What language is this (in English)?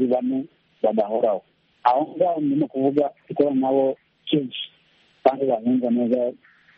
Kinyarwanda